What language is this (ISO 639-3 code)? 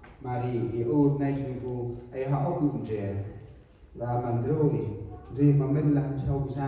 cmo